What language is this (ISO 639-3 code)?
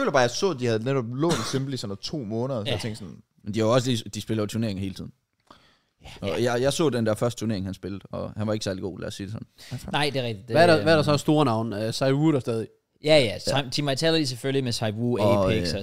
dan